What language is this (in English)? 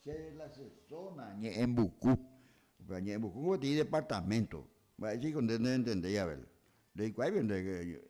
Guarani